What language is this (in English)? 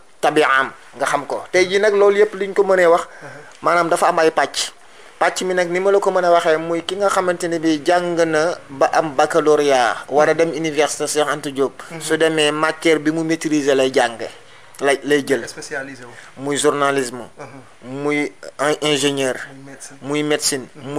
Wolof